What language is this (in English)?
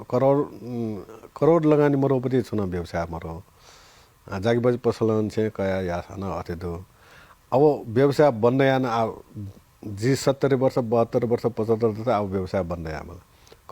Newari